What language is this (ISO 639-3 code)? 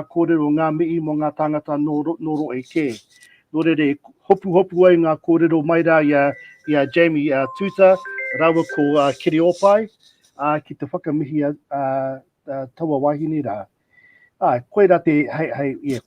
mri